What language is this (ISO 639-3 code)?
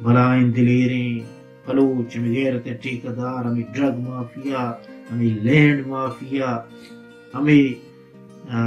bal